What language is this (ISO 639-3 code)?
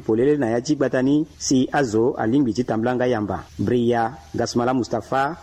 sag